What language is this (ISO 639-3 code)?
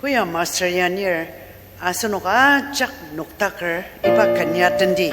njo